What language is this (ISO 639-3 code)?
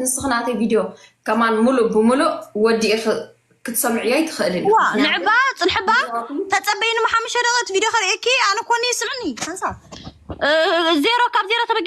tir